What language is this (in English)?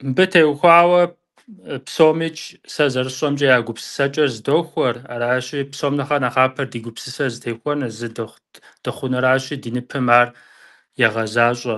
Kabardian